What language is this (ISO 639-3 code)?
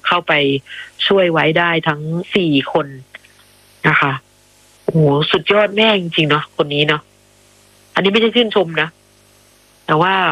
tha